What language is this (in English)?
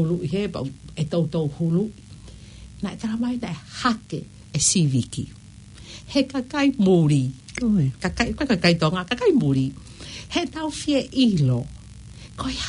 Tongan